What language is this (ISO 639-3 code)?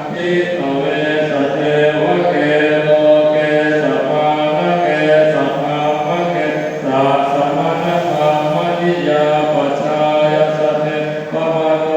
pli